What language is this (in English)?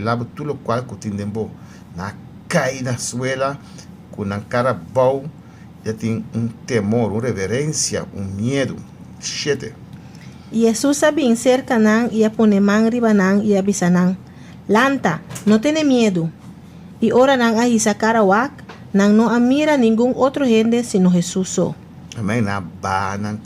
Papiamento